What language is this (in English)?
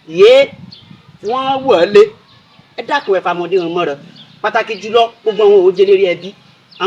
Yoruba